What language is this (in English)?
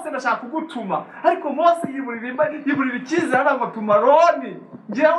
Kinyarwanda